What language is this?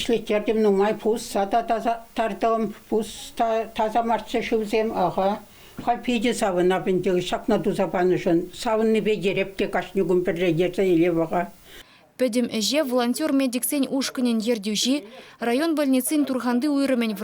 Chuvash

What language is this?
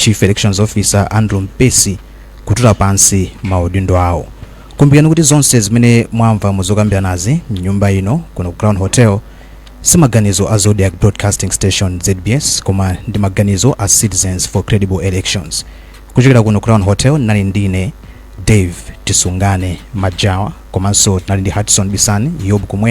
Nyanja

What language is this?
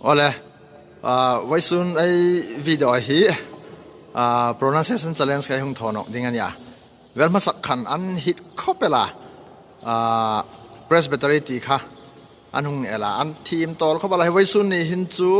Hmar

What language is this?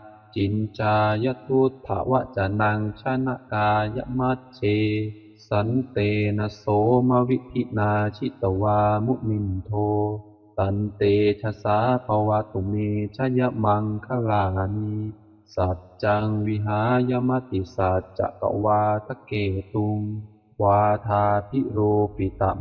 Pali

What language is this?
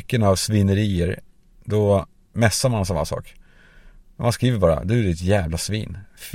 Swedish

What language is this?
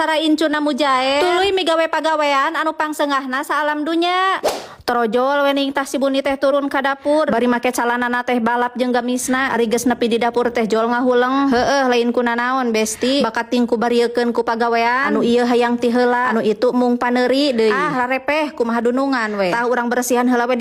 Sundanese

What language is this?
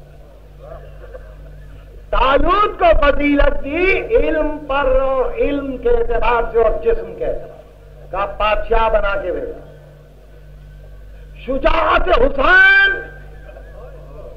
Urdu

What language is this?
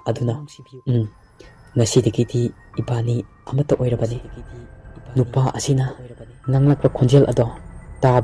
Manipuri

